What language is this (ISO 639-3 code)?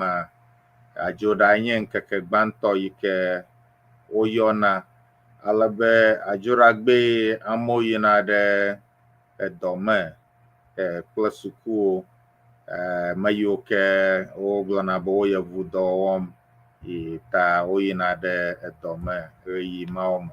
ewe